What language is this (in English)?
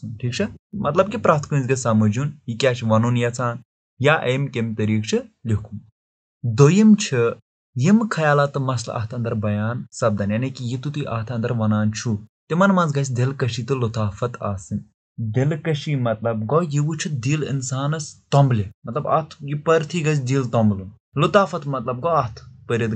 Kashmiri